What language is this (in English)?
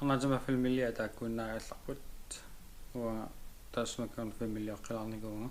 Kalaallisut